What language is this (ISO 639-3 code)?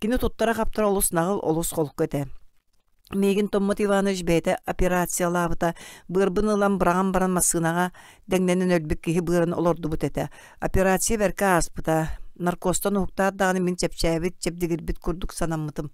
sah